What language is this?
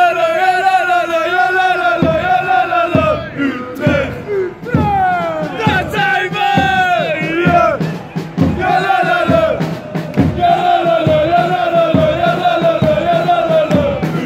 Dutch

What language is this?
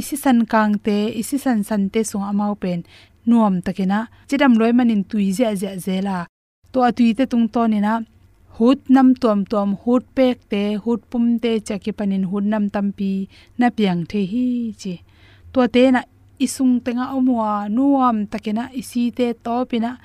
Tedim Chin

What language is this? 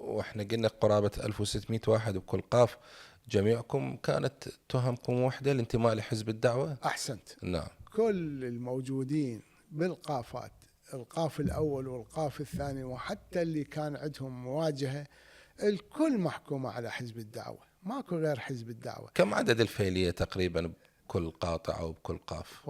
Mesopotamian Arabic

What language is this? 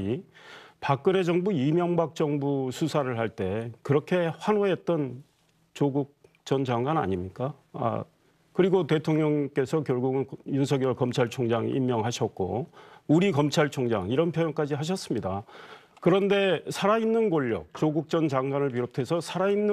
Korean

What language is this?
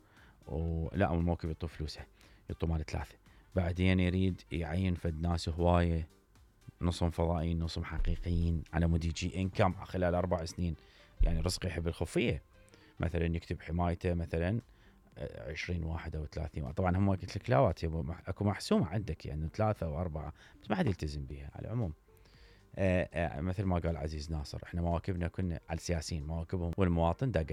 Mesopotamian Arabic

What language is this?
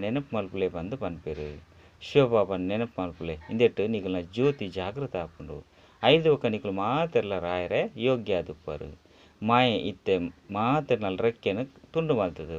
Tulu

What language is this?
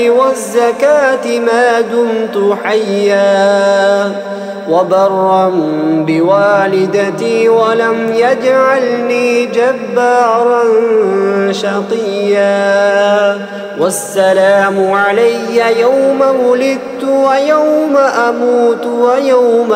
Arabic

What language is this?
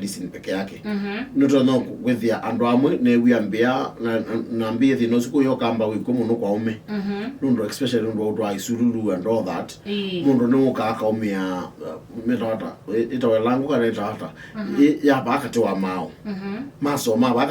Kamba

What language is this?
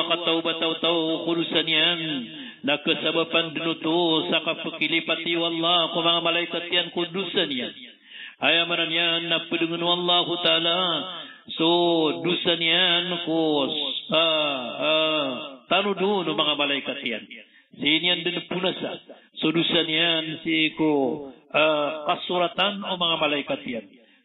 Maranao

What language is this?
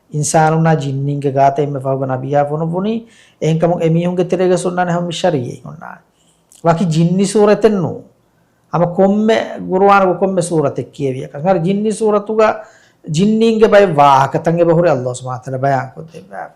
Divehi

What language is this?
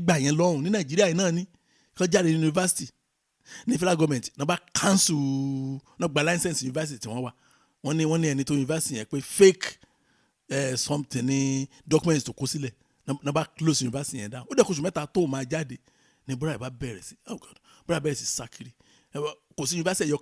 Yoruba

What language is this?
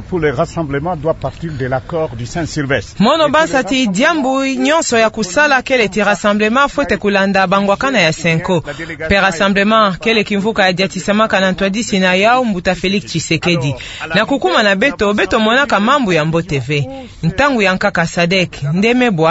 Kituba (Democratic Republic of Congo)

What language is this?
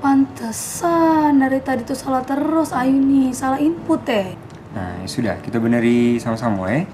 Musi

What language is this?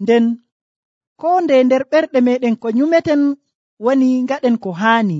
Nigerian Fulfulde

